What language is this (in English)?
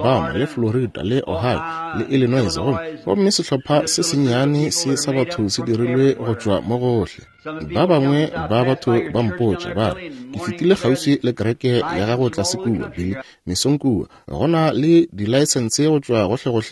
Northern Sotho